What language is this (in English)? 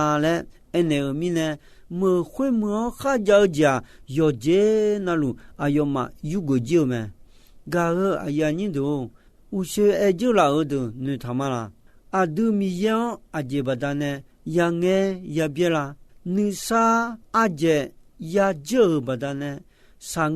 Akha